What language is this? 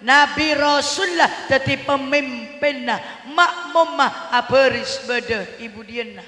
Madurese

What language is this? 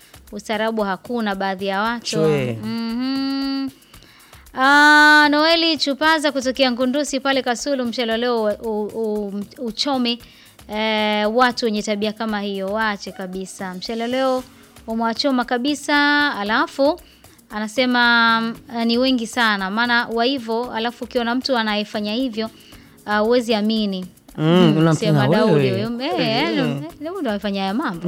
Swahili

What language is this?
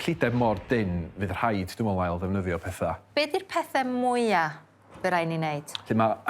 Welsh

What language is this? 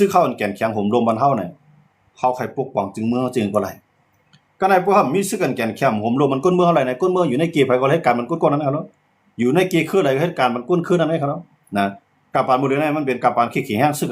Shan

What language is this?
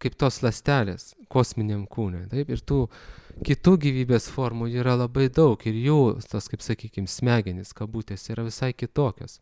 Lithuanian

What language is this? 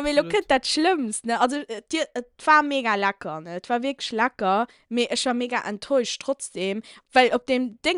Luxembourgish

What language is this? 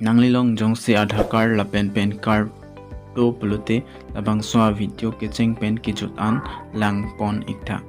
Karbi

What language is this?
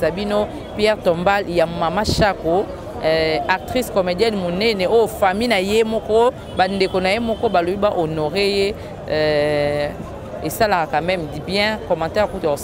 Lingala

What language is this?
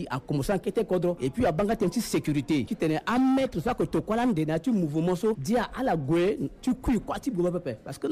Sango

